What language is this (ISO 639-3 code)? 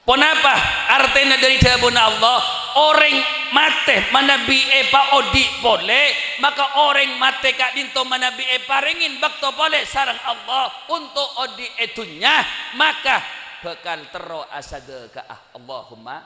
mad